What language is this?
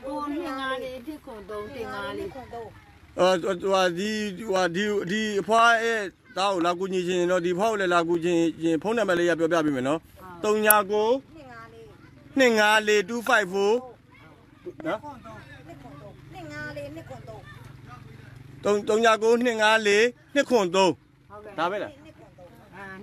Burmese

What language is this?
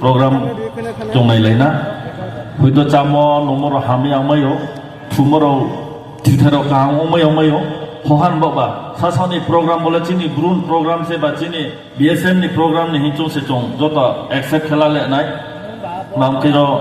Riang (India)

